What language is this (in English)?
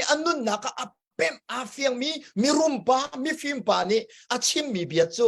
Hakha Chin